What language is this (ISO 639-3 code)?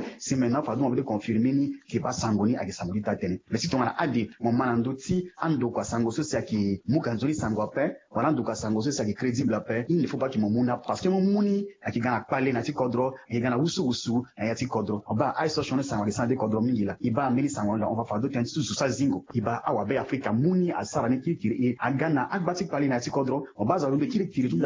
sag